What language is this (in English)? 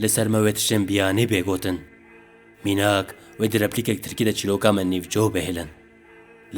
Kurdish